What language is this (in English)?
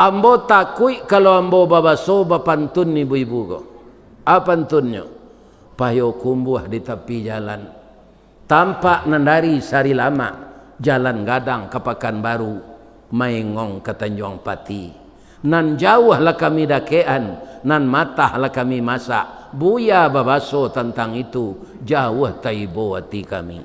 Minangkabau